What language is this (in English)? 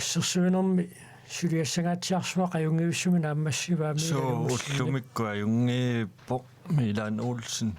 Kalaallisut